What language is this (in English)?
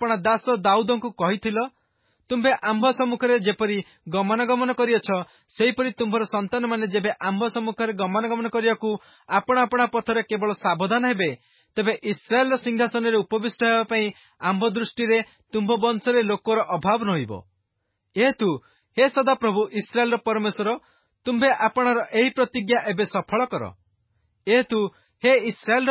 Odia